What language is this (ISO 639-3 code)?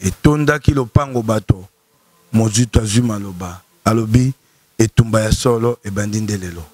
lin